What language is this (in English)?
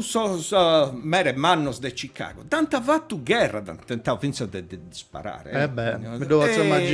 Sardinian